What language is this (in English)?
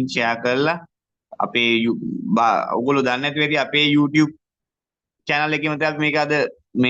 Sinhala